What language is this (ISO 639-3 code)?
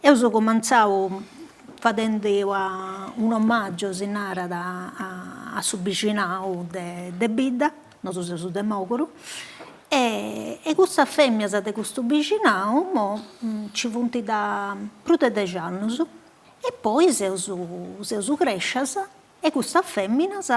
srd